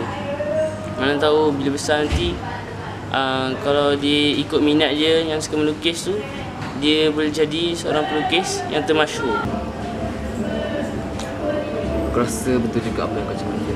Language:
Malay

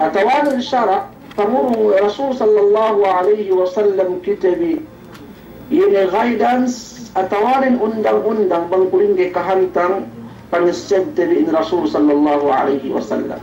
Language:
Yakan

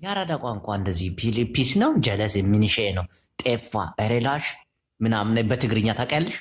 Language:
Amharic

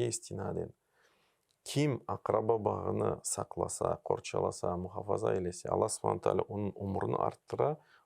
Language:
Crimean Tatar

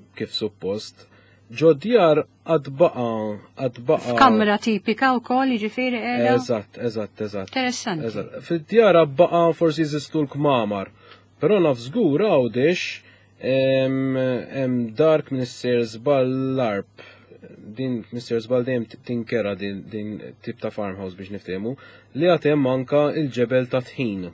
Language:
Maltese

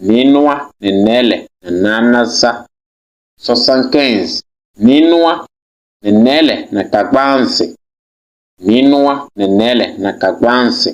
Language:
Kabiyè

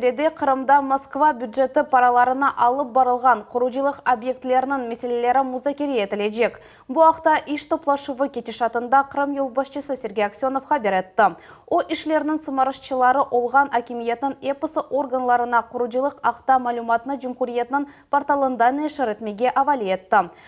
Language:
Crimean Tatar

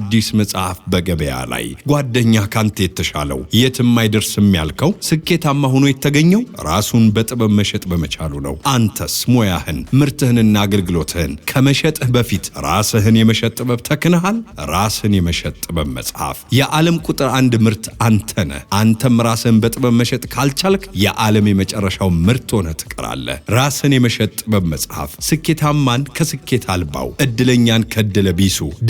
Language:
Amharic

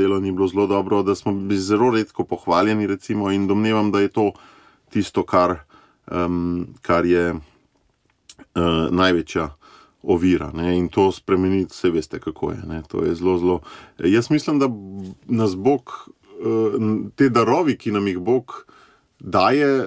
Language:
Slovenian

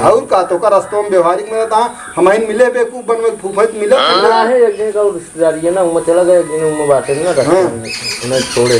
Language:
Awadhi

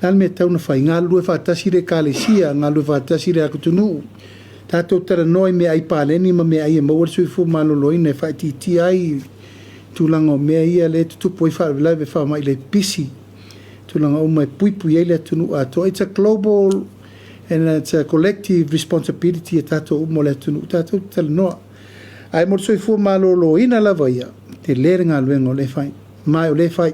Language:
Samoan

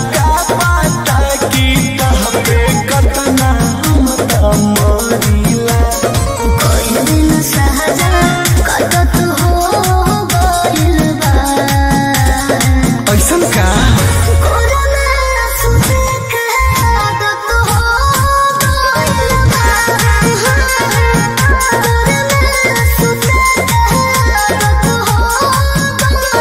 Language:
Bhojpuri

